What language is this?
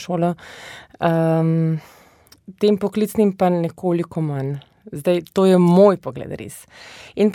Slovenian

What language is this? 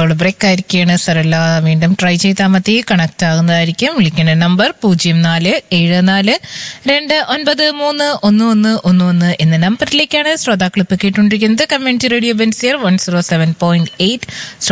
Malayalam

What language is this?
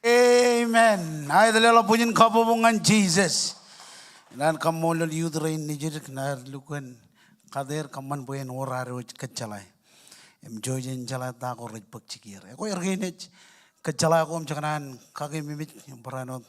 Marshallese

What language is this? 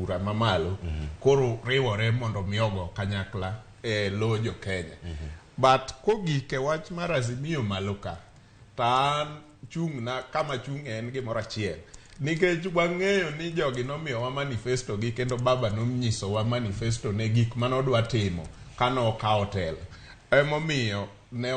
Luo (Kenya and Tanzania)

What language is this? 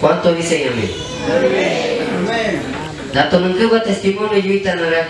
Shipibo-Conibo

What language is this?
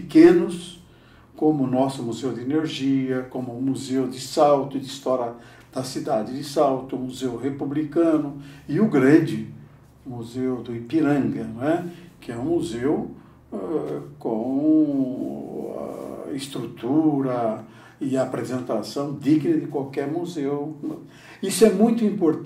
Portuguese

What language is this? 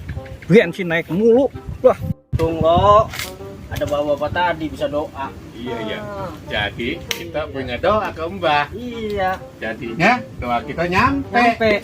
Betawi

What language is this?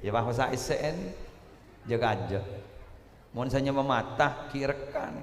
Madurese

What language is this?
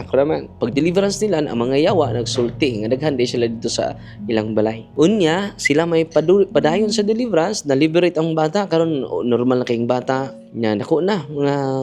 Cebuano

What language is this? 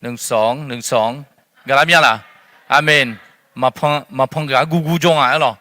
Akha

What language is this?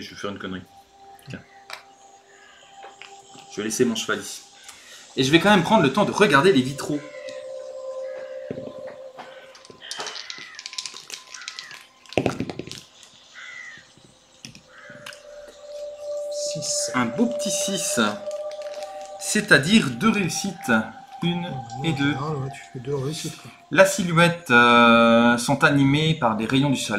French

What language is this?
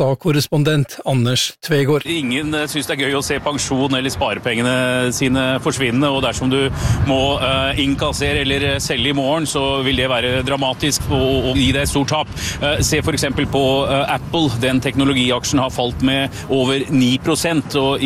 Norwegian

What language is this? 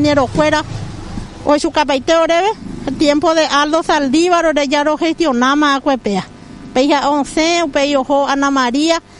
Guarani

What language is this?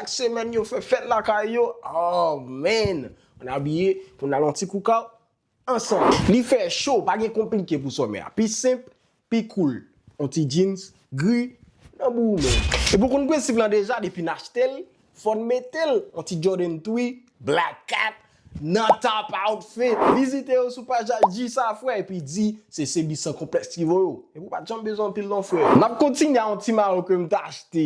Haitian Creole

